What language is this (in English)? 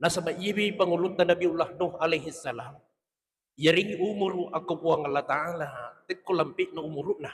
Buginese